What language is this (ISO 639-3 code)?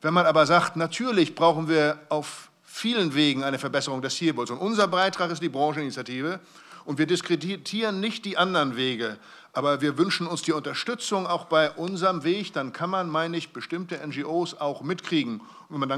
deu